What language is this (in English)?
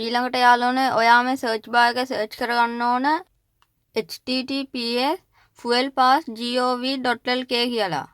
Sinhala